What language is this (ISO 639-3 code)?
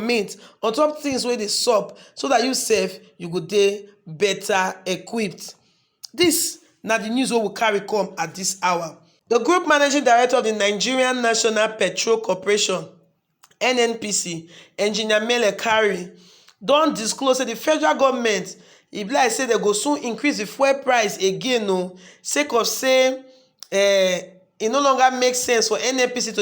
pcm